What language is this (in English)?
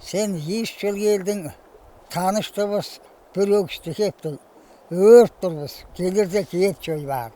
Tuvinian